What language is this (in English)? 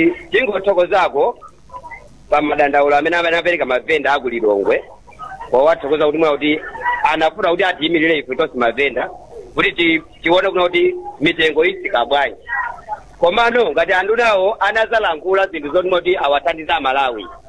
Nyanja